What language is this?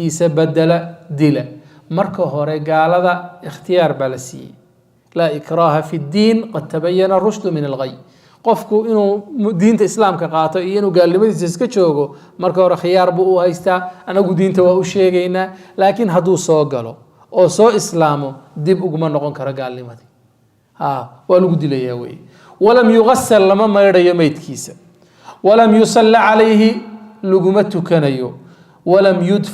Somali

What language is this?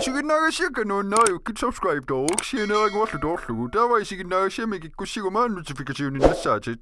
Kalaallisut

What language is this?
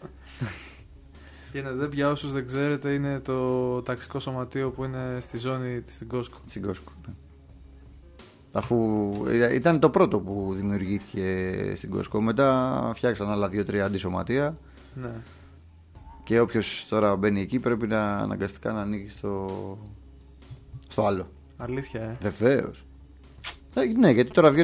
Greek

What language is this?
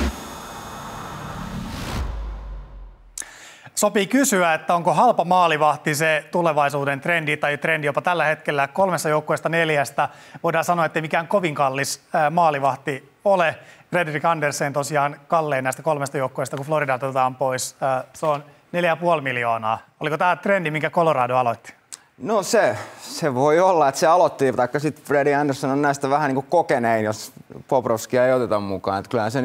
Finnish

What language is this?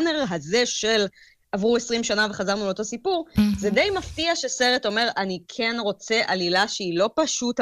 Hebrew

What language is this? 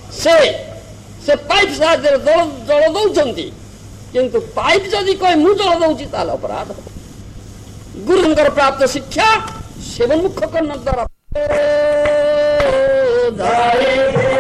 Odia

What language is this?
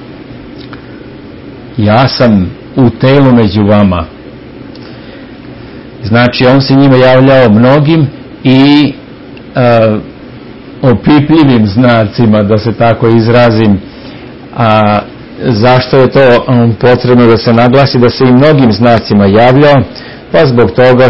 Serbian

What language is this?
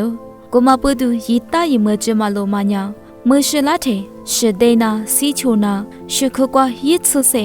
Lisu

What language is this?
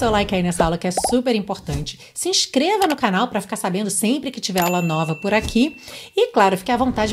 Portuguese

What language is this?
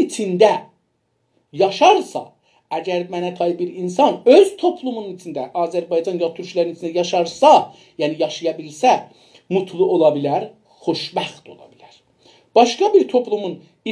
South Azerbaijani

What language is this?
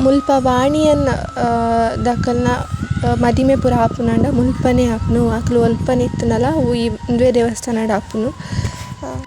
Tulu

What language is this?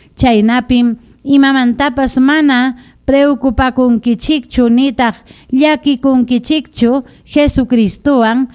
Ayacucho Quechua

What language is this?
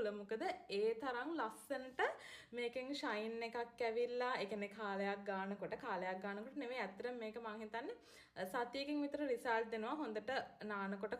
Sinhala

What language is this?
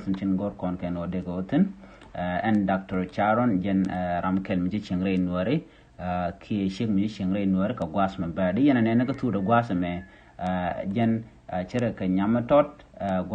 Nuer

